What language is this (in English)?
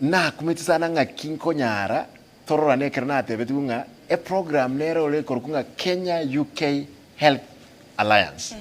Gusii